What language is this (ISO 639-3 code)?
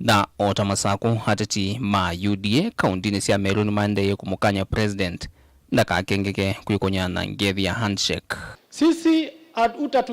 kam